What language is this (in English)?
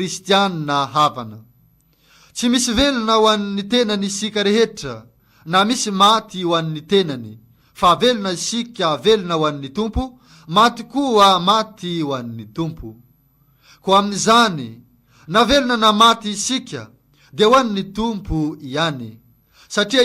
Malagasy